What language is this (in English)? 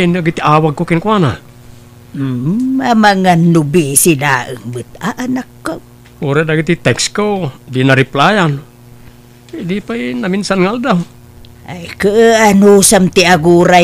Iloko